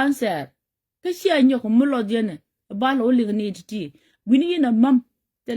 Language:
Nuer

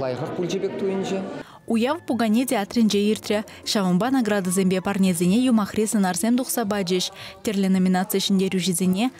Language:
Chuvash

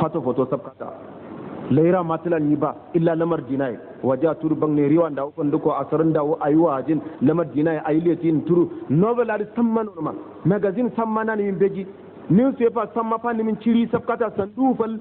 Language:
Hausa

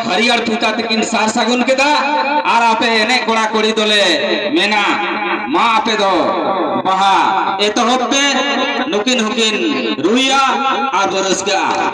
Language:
Santali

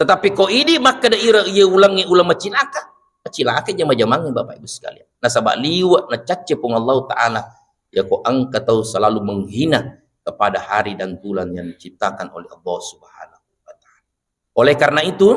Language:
Buginese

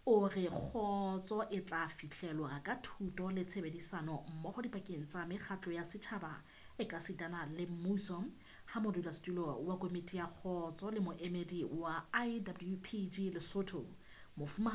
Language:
Southern Sotho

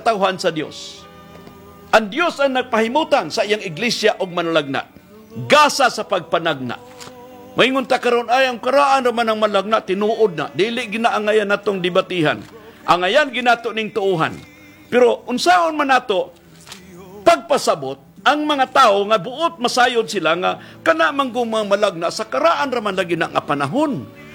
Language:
Cebuano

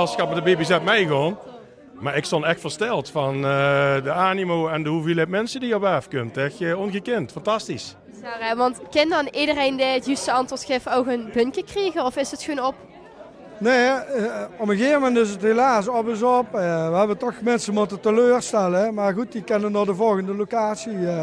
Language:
Limburgish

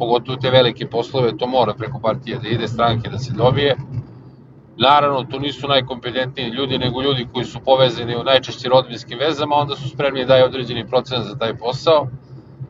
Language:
Serbian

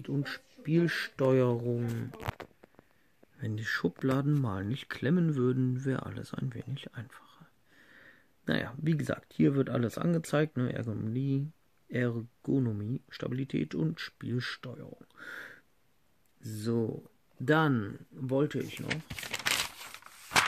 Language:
German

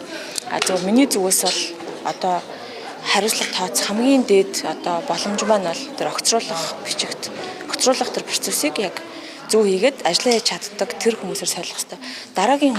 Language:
Mongolian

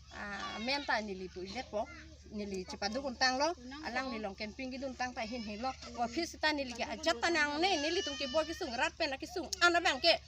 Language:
Karbi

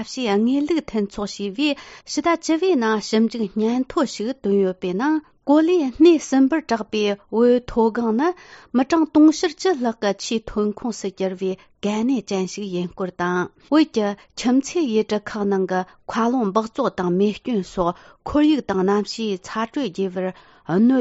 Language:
Tibetan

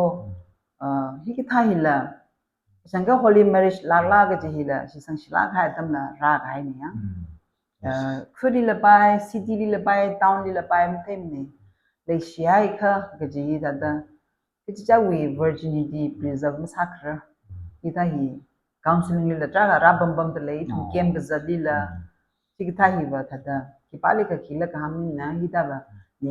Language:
Tangkhul Naga (India)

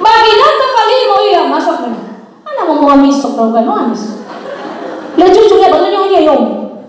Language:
Nias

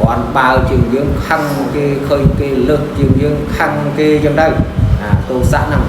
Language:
Khmer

